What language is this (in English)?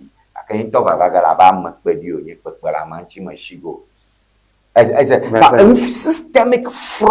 Ewe